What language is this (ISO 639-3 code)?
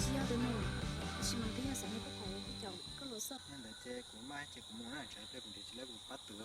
hmn